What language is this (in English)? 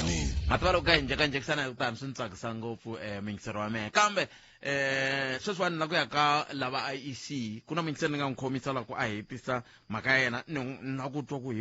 Tsonga